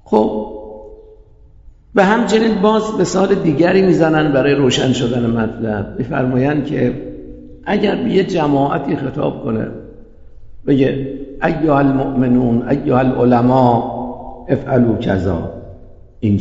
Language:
Persian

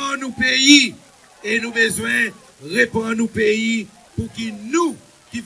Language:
Seselwa Creole French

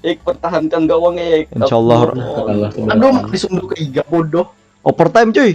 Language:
Banjar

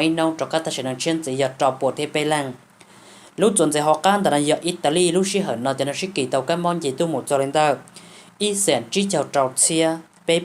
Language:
Hmong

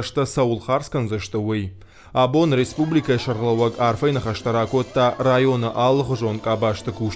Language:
Ossetic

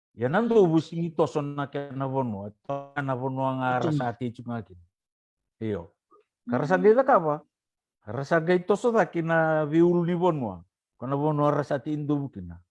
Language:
Fijian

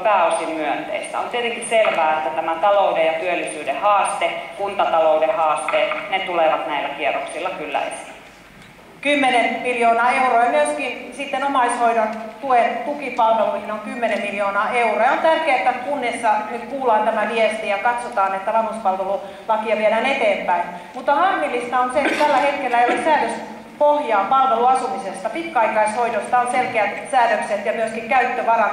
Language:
Finnish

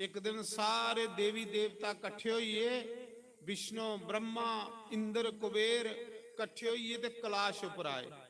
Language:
Dogri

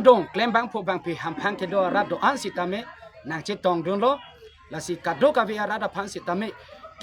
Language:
Karbi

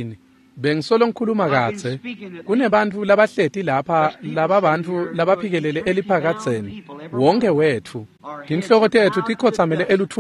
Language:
Swati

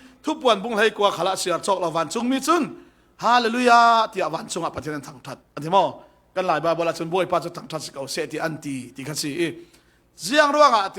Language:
Falam Chin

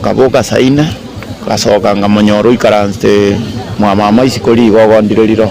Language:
Gusii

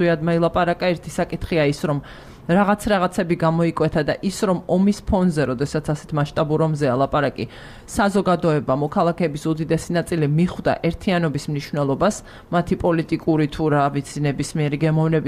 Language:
Georgian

